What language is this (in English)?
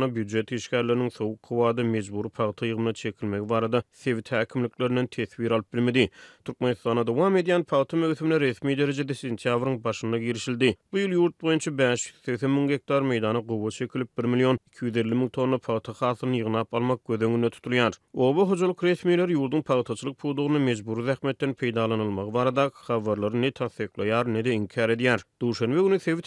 Turkmen